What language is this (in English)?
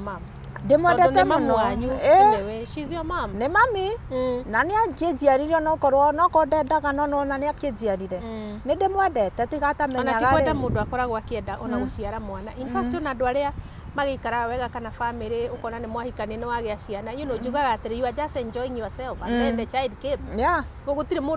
Kikuyu